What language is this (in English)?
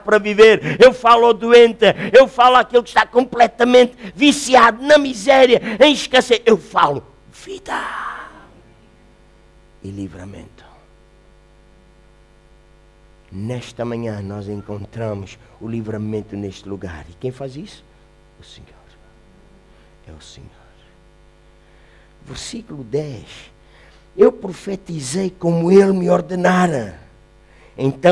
Portuguese